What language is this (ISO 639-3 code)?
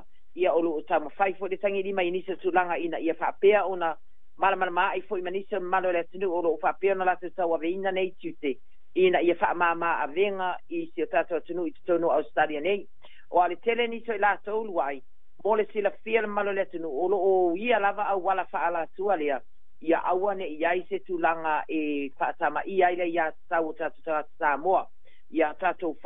smo